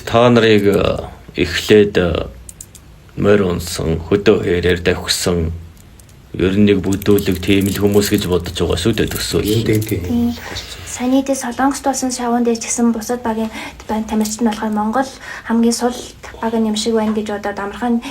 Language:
Mongolian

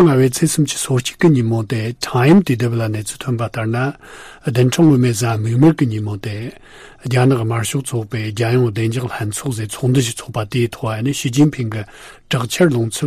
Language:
Tibetan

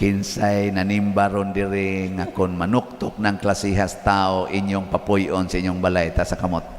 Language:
Cebuano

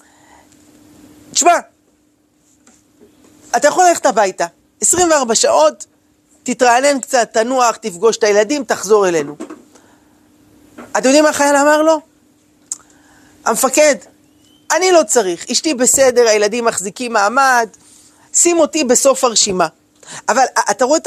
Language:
Hebrew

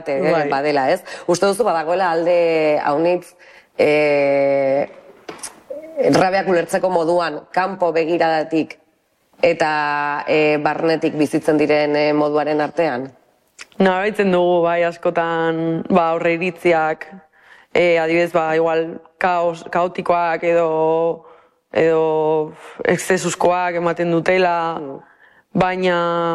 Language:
Basque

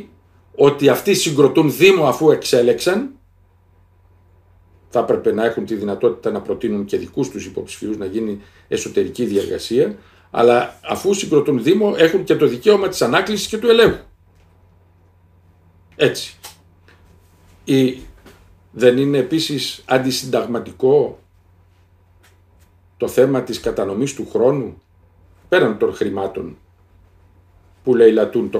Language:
Greek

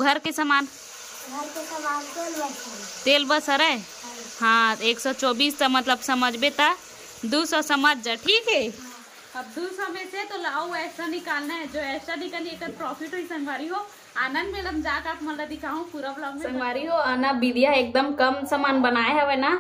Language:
Chhattisgarhi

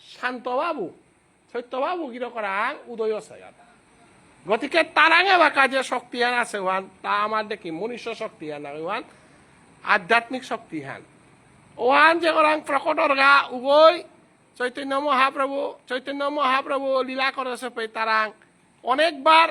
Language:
Bishnupriya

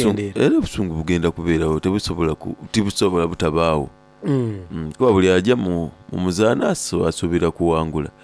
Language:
Soga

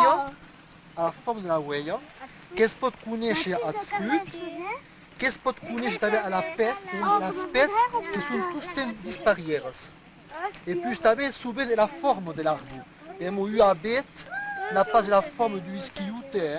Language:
Occitan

